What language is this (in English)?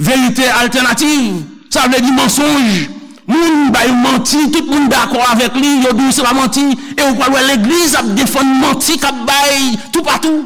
Haitian Creole